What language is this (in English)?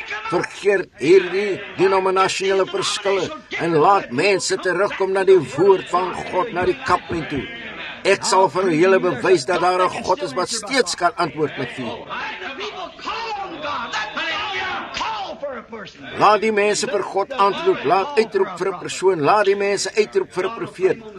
Afrikaans